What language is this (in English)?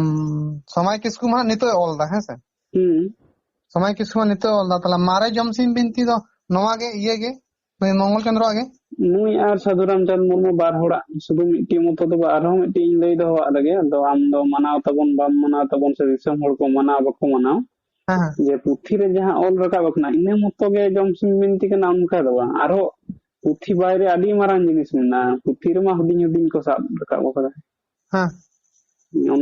Santali